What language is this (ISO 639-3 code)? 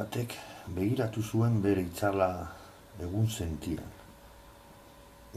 eus